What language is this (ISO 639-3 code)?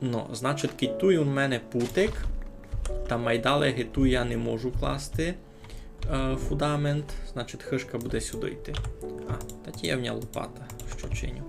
rue